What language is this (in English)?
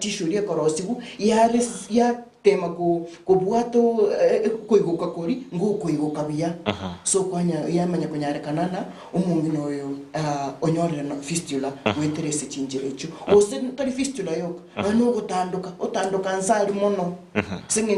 Gusii